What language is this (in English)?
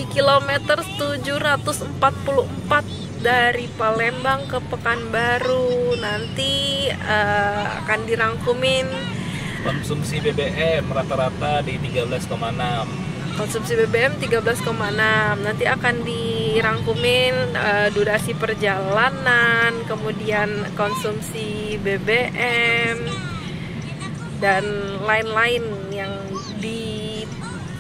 Indonesian